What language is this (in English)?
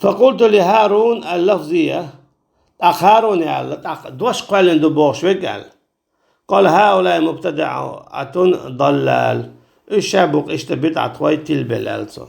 Chechen